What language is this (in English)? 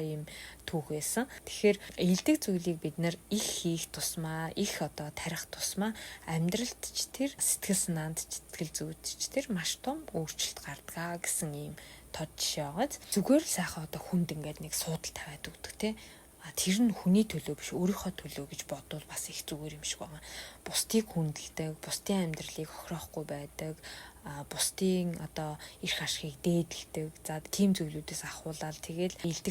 Mongolian